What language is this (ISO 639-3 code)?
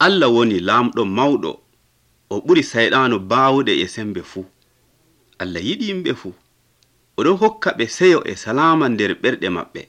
fuv